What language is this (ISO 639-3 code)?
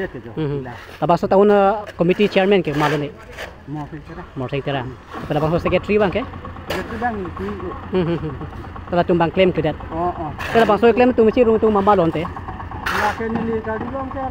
mjw